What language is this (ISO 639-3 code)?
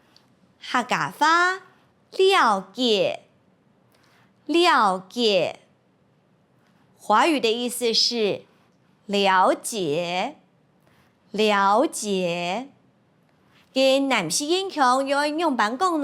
hak